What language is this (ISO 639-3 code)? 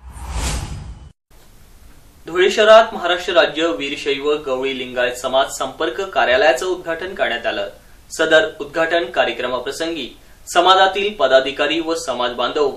mar